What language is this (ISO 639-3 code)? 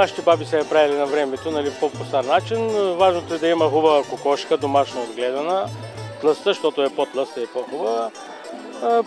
bul